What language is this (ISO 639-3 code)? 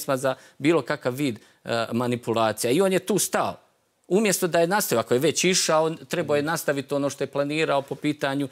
hrv